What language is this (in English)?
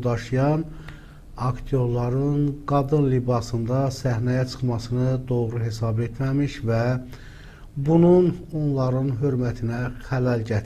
Azerbaijani